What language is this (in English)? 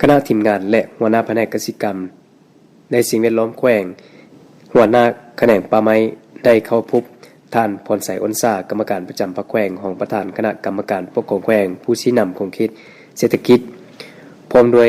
Lao